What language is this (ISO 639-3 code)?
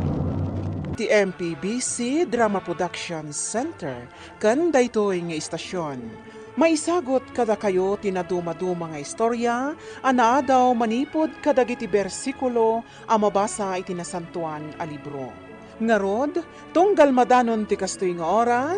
ilo